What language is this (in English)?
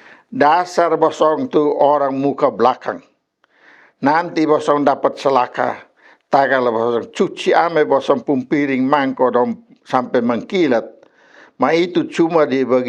Kupang Malay